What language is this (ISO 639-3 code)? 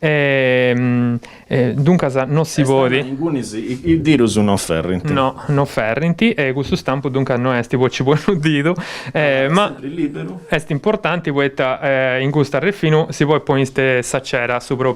srd